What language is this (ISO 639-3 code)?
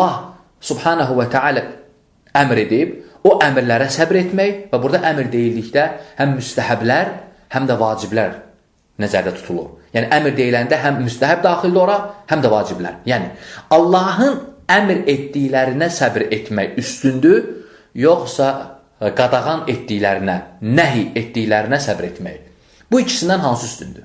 aze